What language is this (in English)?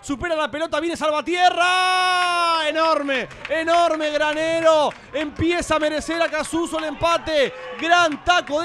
Spanish